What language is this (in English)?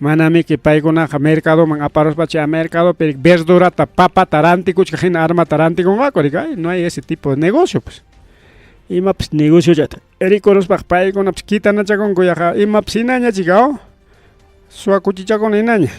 Ayacucho Quechua